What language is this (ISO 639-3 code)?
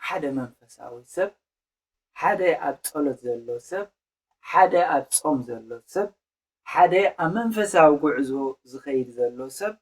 tir